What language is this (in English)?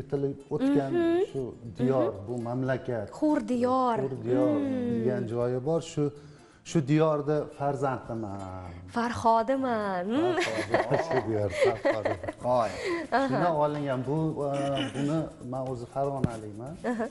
Uzbek